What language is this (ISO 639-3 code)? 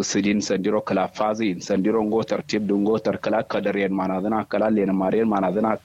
kau